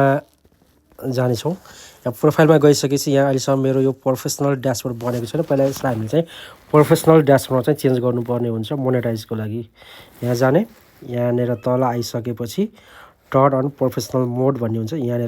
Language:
Nepali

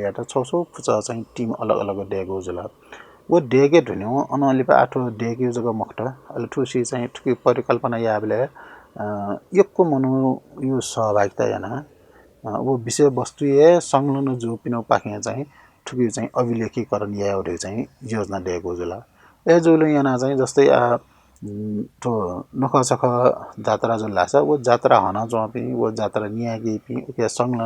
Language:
Newari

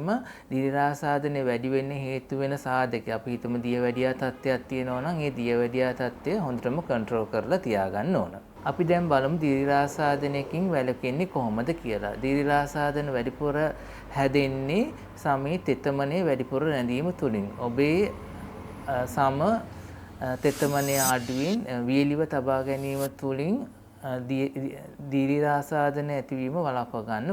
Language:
Sinhala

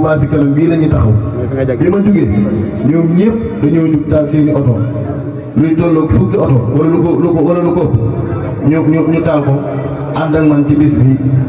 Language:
Wolof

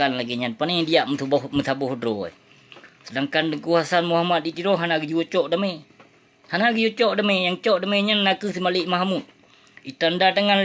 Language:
Achinese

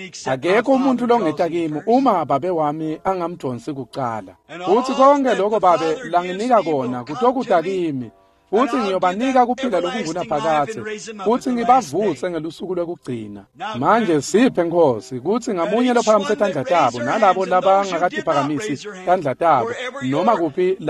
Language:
Swati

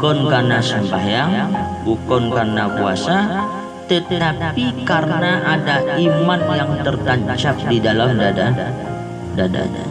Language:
Achinese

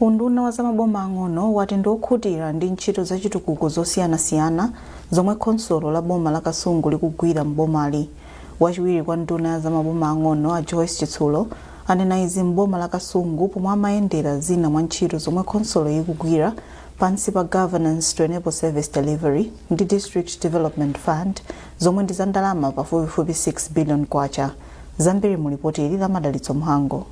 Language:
Nyanja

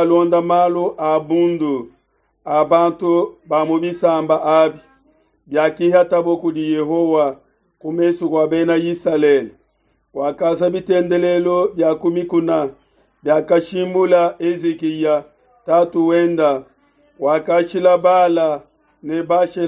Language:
Luba-Lulua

